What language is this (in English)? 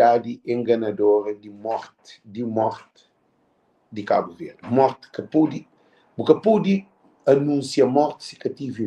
Kabuverdianu